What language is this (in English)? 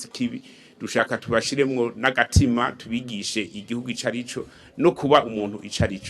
Rundi